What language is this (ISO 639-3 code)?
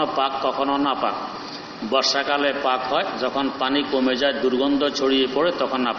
ben